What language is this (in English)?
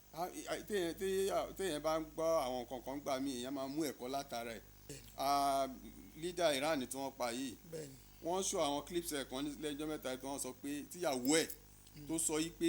Yoruba